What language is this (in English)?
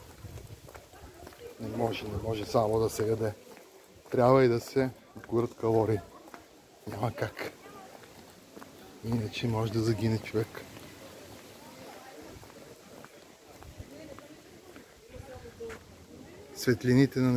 Bulgarian